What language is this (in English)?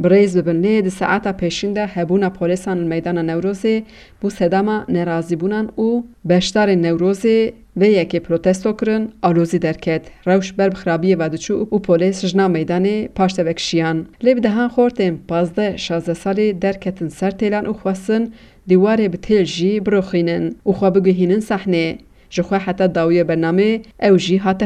Kurdish